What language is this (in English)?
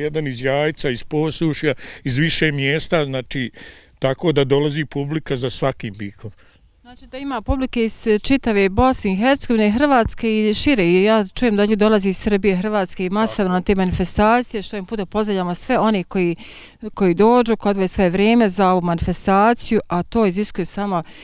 Bosnian